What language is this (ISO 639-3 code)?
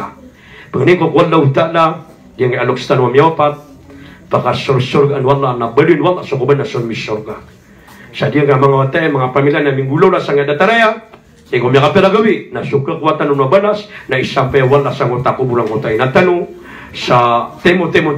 mrw